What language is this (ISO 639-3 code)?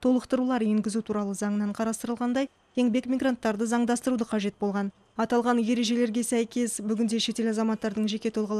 kaz